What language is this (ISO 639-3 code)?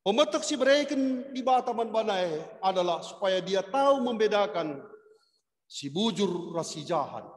btx